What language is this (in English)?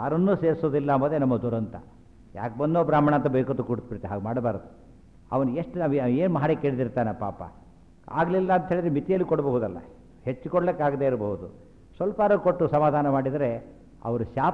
Kannada